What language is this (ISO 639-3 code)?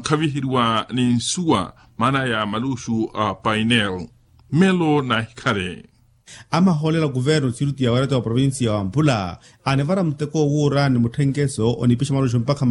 vmw